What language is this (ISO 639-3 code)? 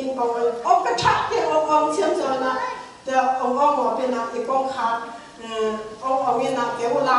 ctd